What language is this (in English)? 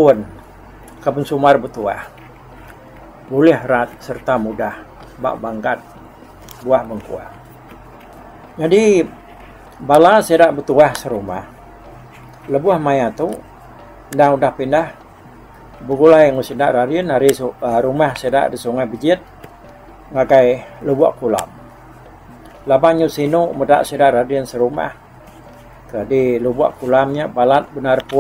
Iban